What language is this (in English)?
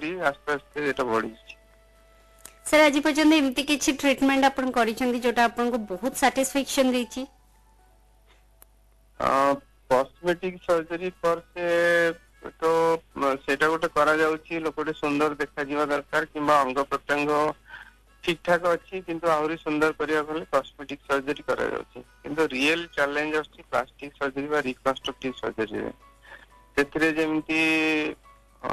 Odia